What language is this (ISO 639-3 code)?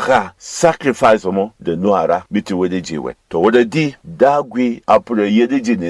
bom